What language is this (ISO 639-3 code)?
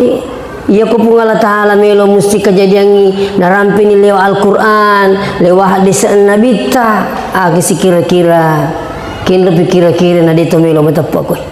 bug